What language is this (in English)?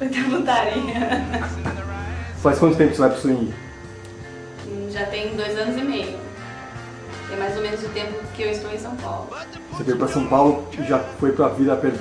Portuguese